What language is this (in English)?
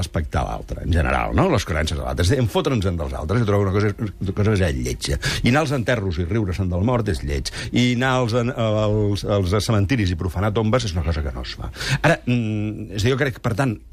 Catalan